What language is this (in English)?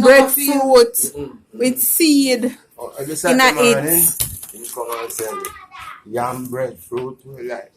Jamaican Creole English